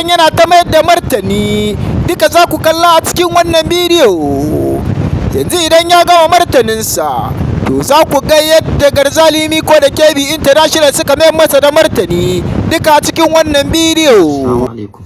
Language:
Hausa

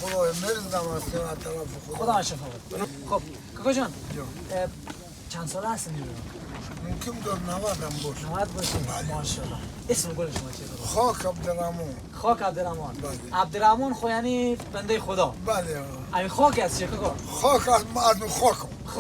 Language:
Persian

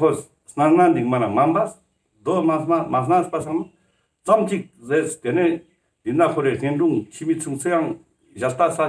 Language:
Ladakhi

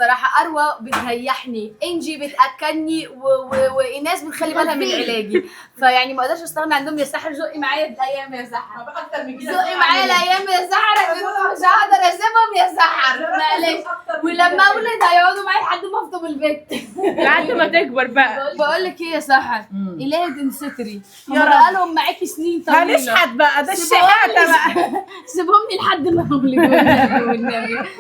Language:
Egyptian Arabic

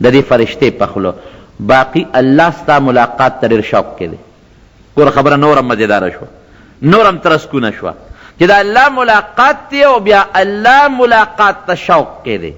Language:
Pashto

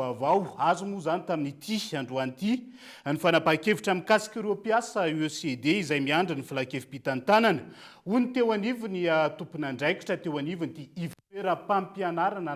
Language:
Malagasy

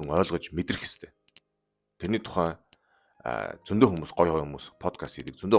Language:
Mongolian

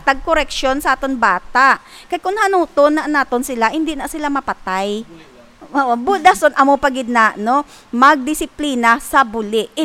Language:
Hiligaynon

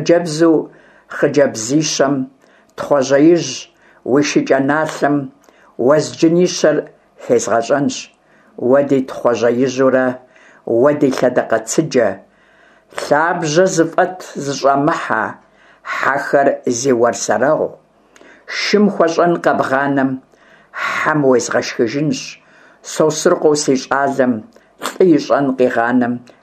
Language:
Kabardian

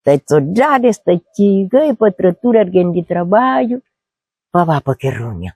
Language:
Kabuverdianu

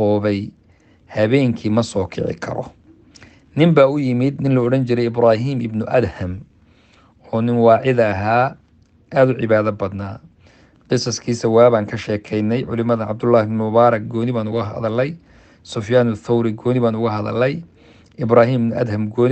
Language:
Somali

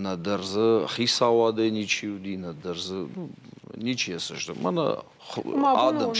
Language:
Ossetic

